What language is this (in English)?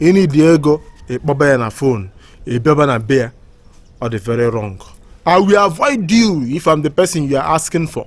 Igbo